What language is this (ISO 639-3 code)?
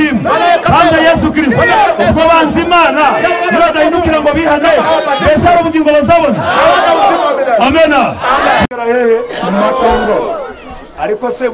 kin